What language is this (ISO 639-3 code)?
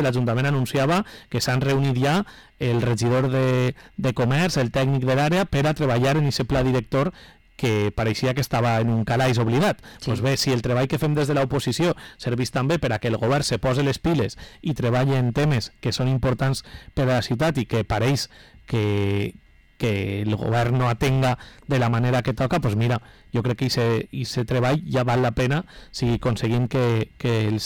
cat